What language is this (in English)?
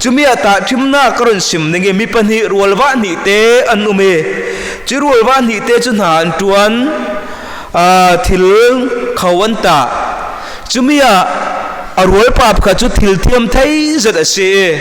Falam Chin